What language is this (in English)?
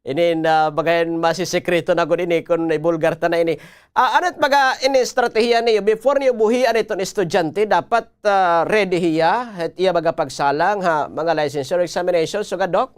Waray